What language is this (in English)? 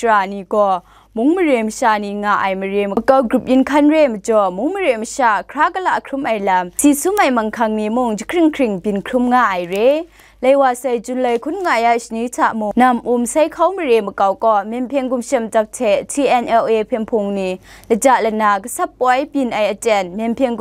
Kachin